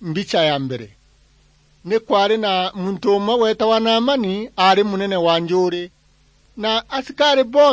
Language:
Meru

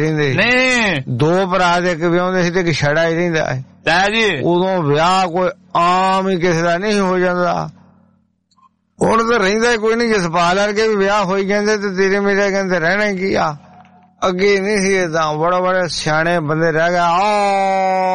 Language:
Punjabi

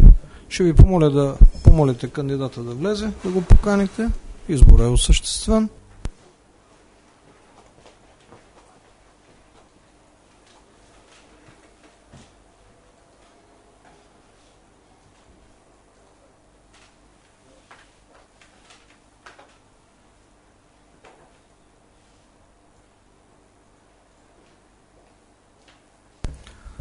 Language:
Bulgarian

